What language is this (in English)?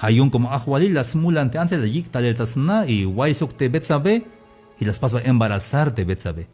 Tzeltal